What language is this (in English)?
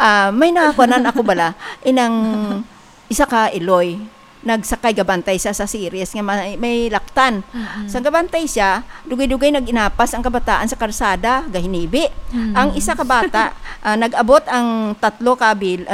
Hiligaynon